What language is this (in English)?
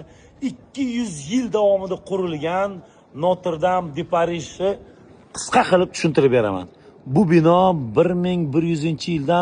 Uzbek